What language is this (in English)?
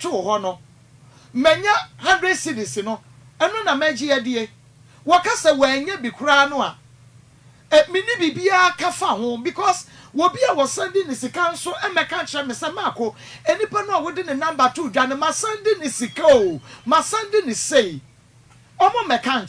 Akan